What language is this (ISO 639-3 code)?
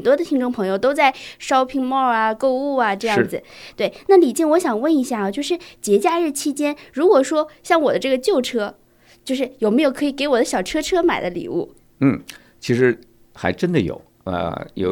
zho